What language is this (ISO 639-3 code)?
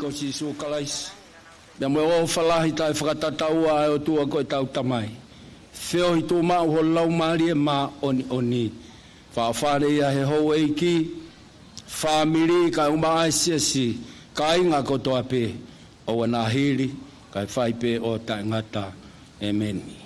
ton